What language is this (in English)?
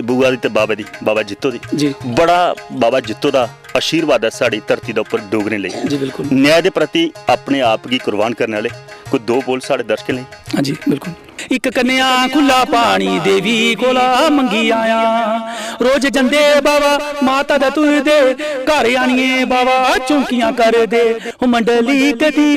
Dogri